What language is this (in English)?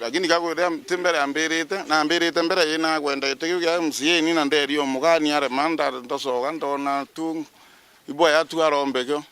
Meru